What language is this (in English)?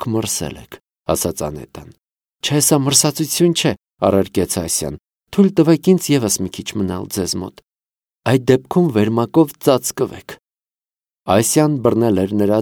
Armenian